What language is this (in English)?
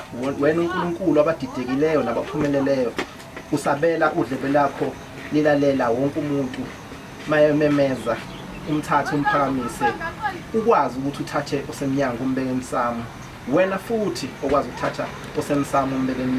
Zulu